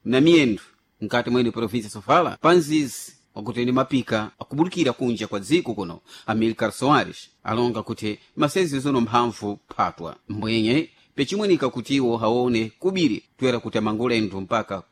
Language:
Sena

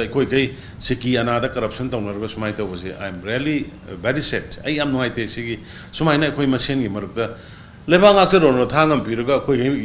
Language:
Manipuri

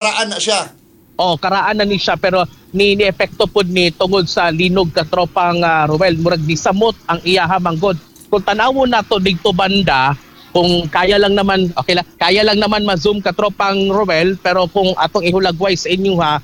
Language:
Cebuano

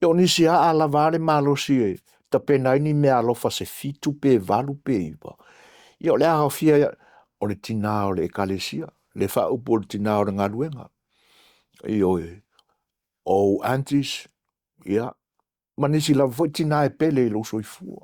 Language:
Samoan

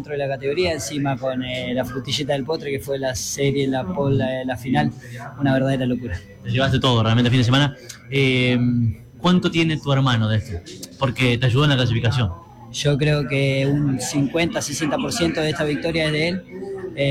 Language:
Spanish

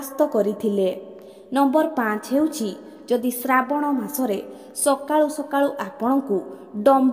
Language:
Odia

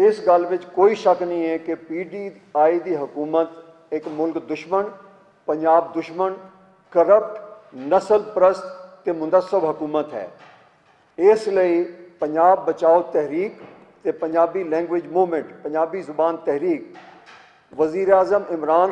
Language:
Western Panjabi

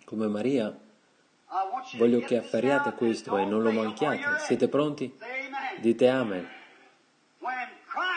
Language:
Italian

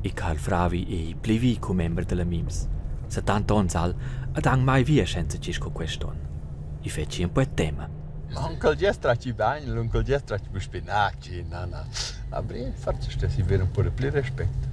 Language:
Romansh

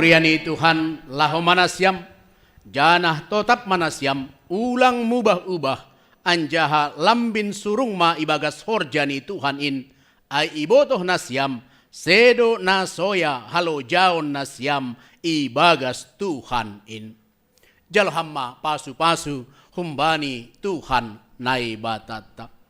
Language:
Batak Simalungun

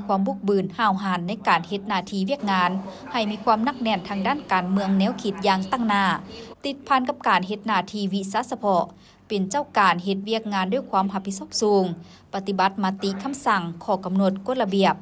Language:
Lao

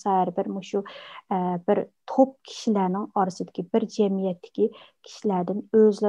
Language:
Uyghur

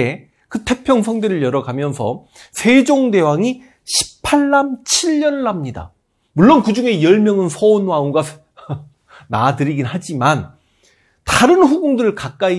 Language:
Korean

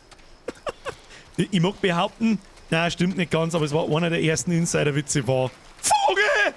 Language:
Bavarian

